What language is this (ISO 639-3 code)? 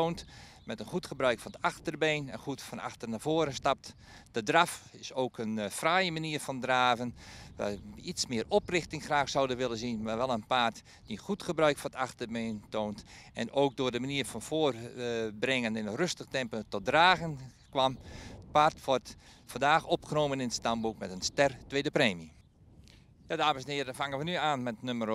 nld